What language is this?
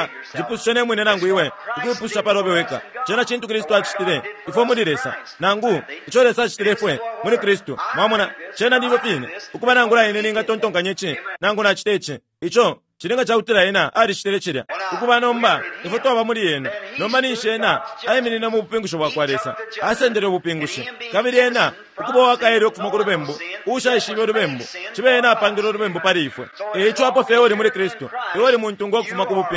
Bemba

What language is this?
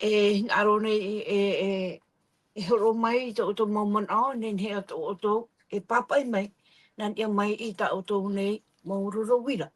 Tahitian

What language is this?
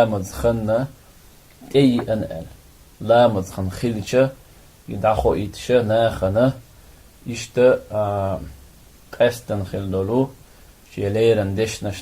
Chechen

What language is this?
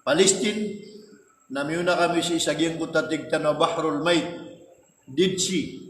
Maranao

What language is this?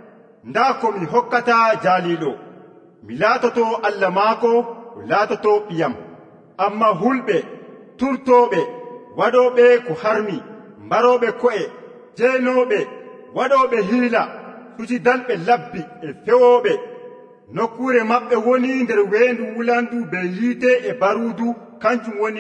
Nigerian Fulfulde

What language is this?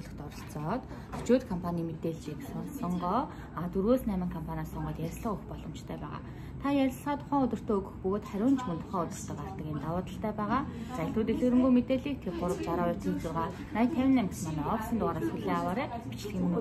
Mongolian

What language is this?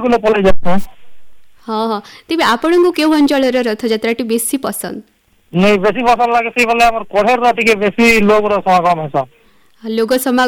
Odia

